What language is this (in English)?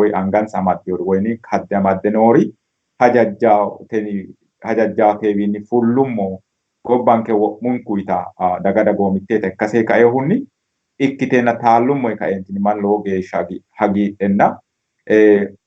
Sidamo